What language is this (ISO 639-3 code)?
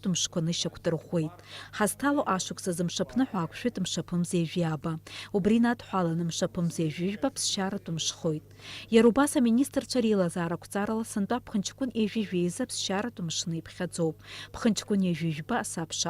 abk